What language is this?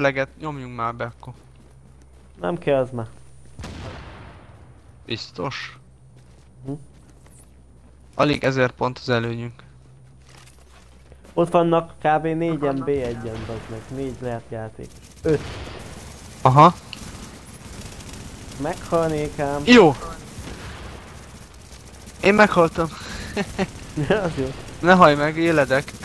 Hungarian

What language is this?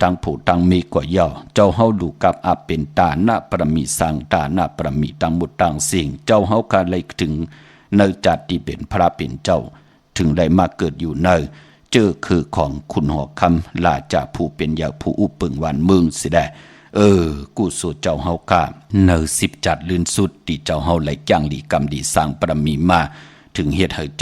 Shan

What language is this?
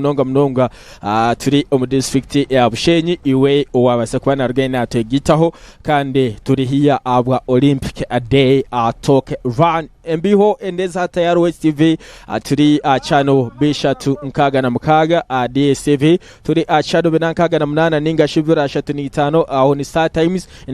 Nyankole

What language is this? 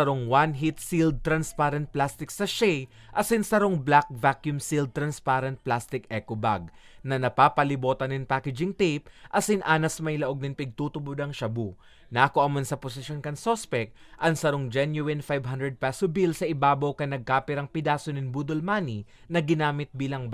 Bikol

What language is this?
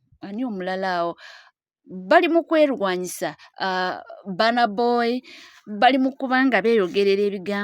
Ganda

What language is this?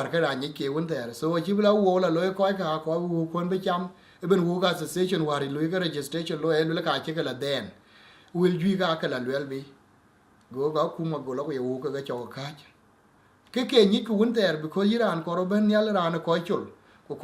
Dinka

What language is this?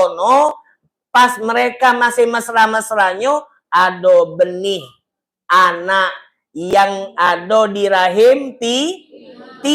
Musi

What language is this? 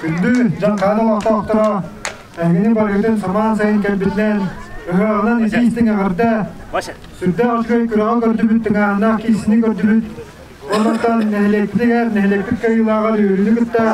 Yakut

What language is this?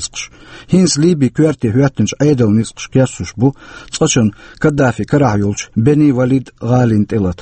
Chechen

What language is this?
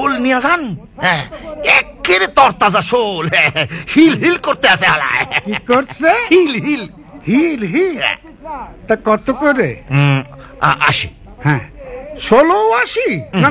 Bangla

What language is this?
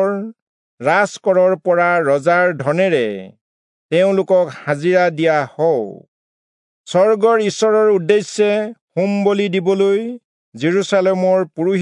Assamese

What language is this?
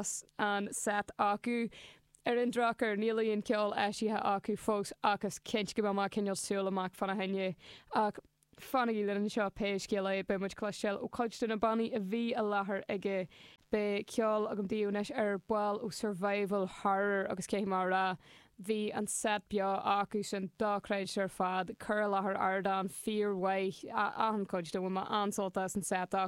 Irish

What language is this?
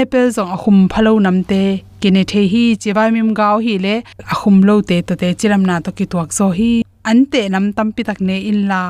Tedim Chin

